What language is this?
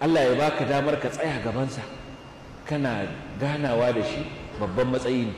Hausa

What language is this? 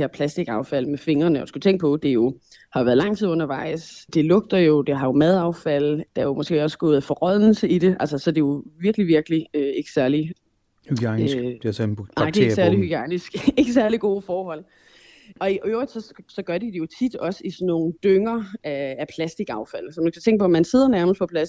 Danish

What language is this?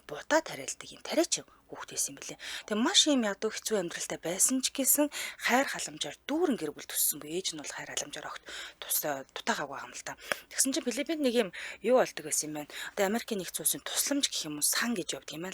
Mongolian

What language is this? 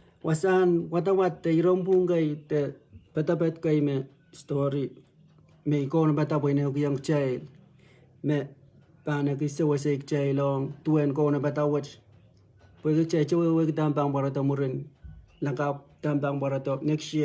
Pohnpeian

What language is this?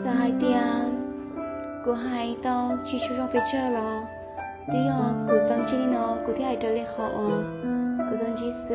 Hmong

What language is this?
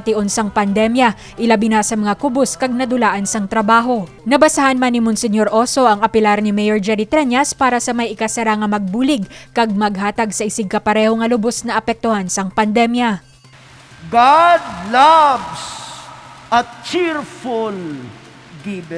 Hiligaynon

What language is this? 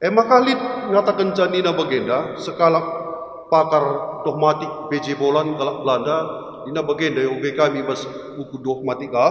Batak Karo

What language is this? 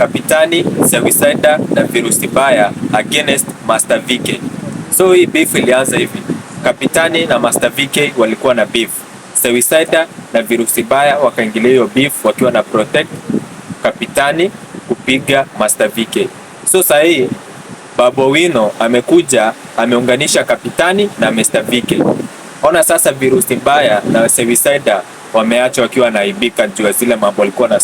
Swahili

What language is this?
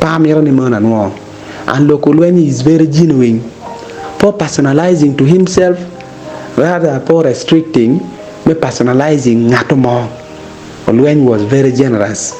Acoli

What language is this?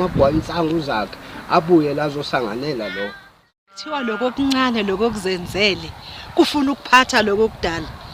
Zulu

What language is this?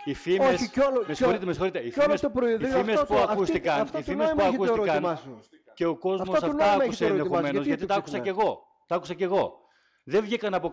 Greek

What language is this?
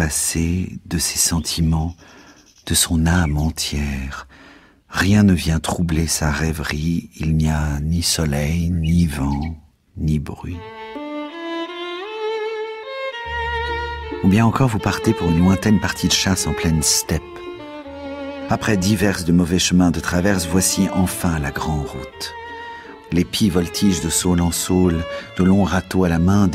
French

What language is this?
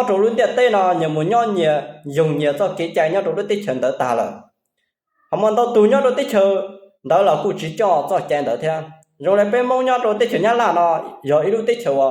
Hmong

